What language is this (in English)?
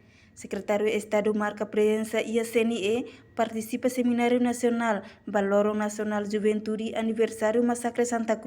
Tetum